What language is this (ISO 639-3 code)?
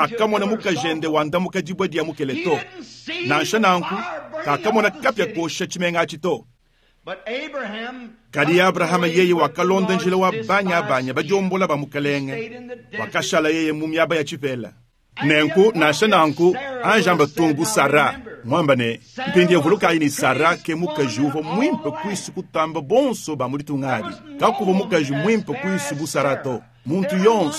lua